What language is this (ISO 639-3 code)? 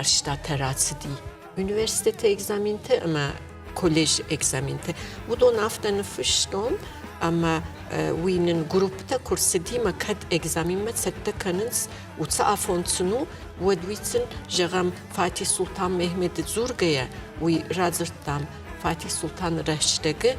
oss